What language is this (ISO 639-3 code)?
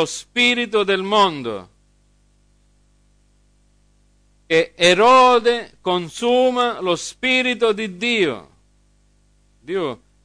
ita